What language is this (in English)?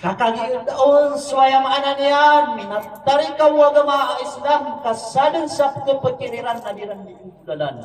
Maranao